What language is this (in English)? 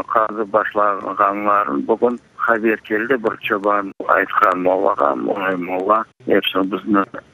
Crimean Tatar